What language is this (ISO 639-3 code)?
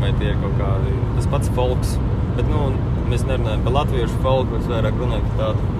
lav